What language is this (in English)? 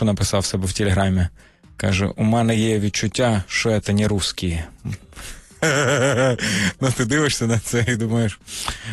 Ukrainian